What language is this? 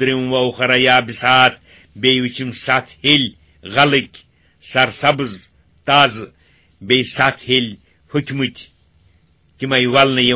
Kashmiri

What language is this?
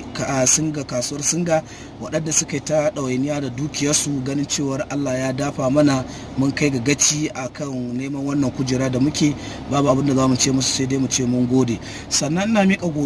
Hausa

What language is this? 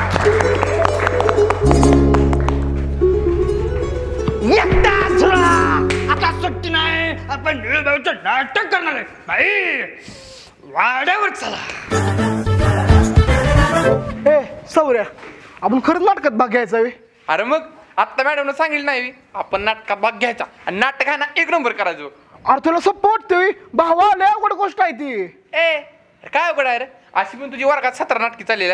Marathi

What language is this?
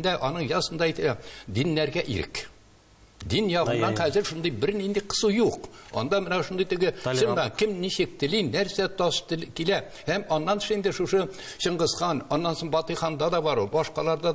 Tatar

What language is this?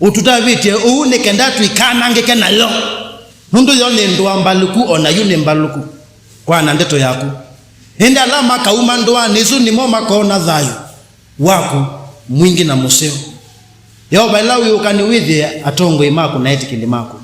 Kamba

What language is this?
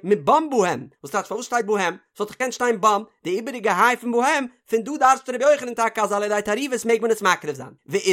Yiddish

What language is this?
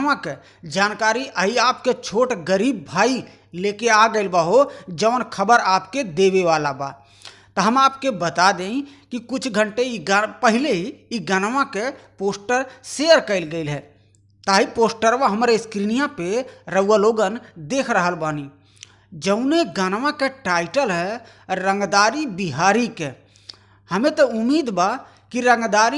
Bhojpuri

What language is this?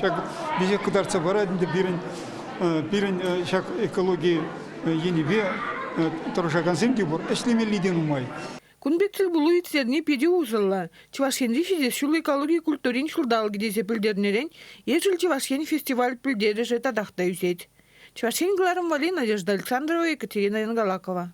Chuvash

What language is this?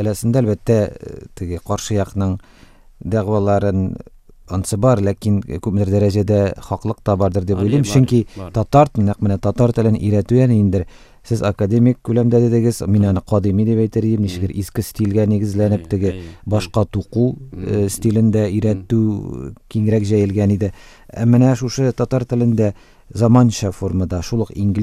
Tatar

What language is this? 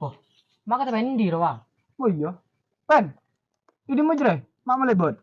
Madurese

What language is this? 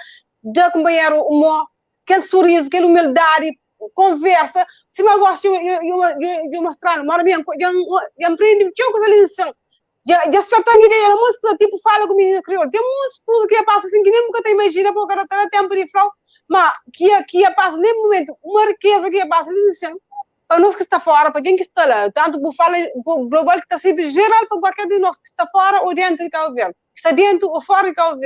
Kabuverdianu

